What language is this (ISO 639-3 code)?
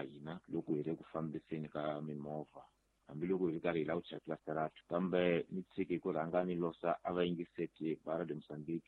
tso